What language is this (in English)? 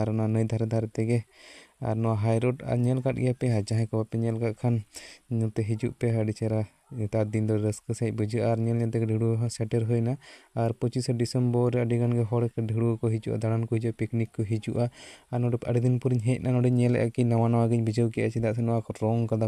Santali